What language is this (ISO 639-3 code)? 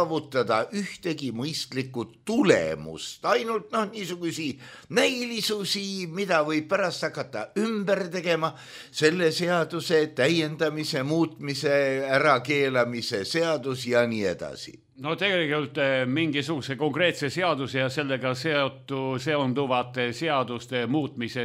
est